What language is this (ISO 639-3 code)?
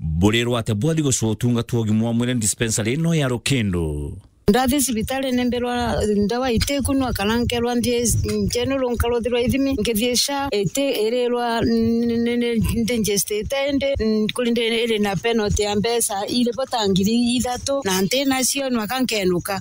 mer